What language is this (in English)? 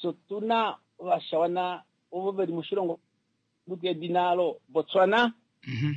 Kuanyama